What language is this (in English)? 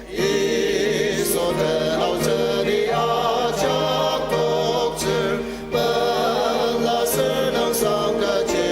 Ao Naga